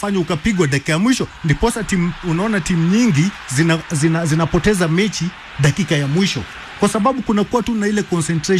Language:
Swahili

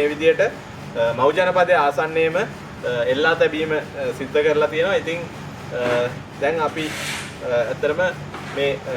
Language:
Sinhala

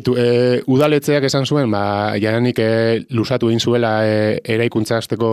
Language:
Basque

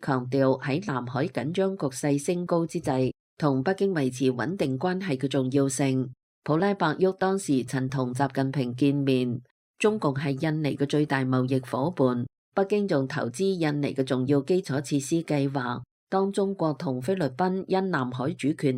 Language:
Cantonese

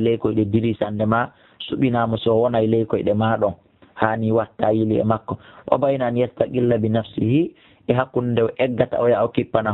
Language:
Fula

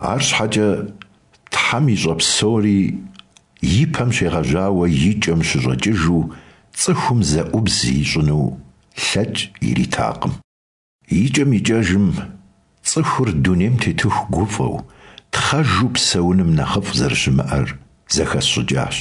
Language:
Kabardian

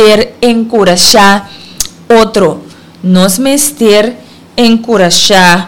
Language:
Papiamento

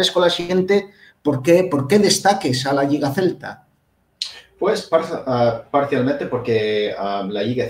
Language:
Asturian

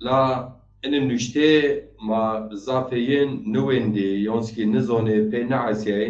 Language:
Zaza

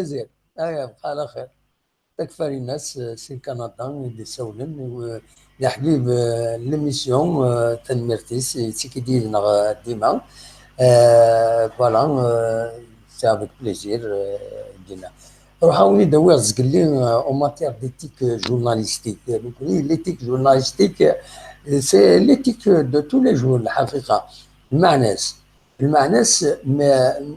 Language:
Kabyle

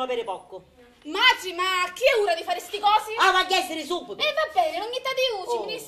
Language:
Sicilian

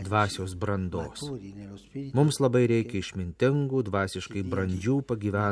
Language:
Lithuanian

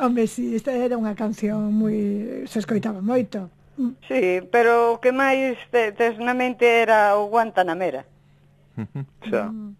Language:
Galician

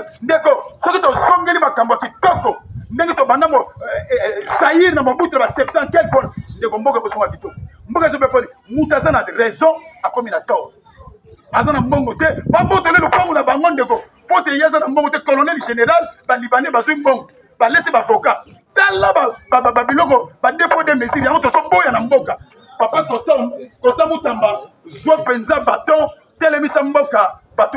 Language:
Lingala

